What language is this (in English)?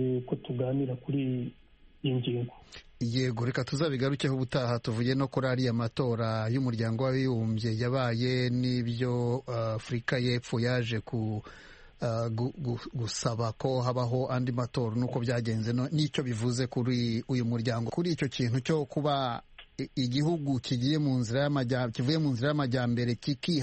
Kinyarwanda